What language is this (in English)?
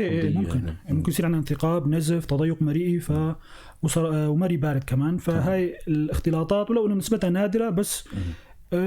North Levantine Arabic